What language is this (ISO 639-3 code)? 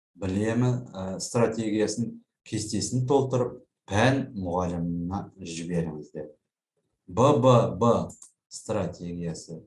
kaz